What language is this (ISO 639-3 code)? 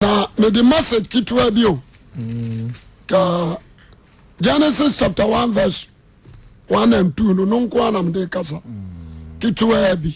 aka